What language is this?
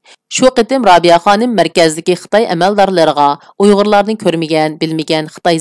Uyghur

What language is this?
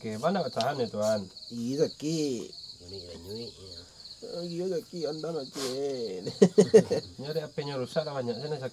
Minangkabau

